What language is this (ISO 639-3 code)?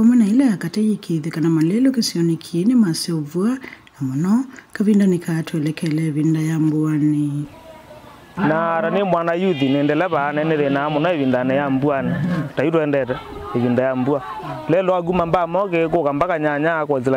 kam